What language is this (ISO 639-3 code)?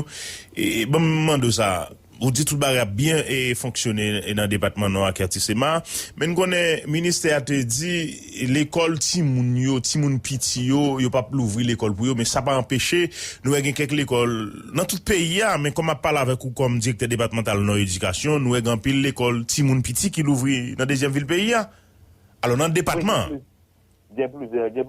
hat